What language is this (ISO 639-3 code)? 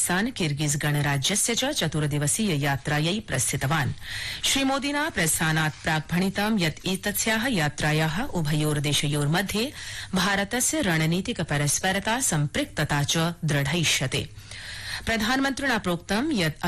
san